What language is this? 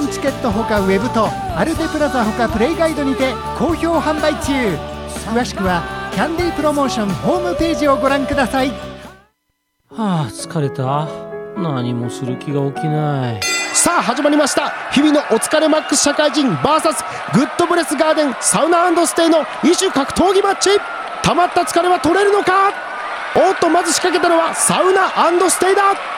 Japanese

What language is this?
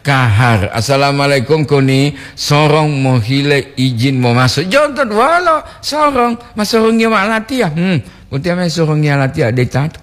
Gorontalo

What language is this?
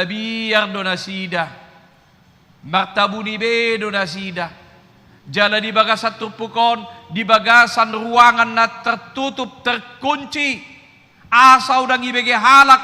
Batak Toba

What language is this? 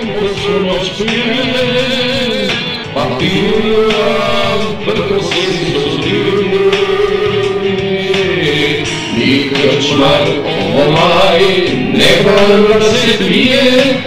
Serbian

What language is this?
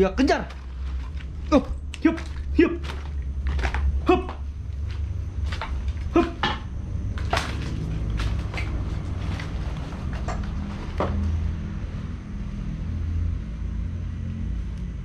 Indonesian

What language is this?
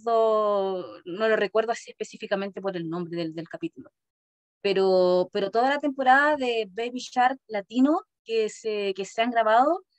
Spanish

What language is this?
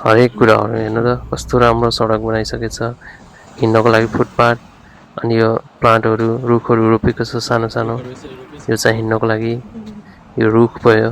Nepali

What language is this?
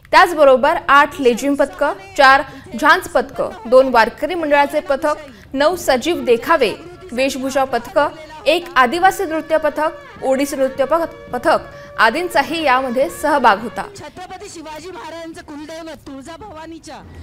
Marathi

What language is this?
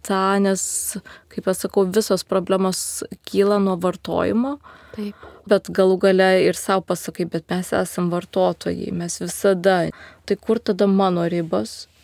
Lithuanian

